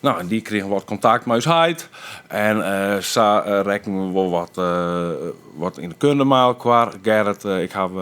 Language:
Western Frisian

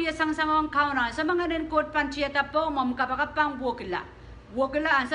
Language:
Pohnpeian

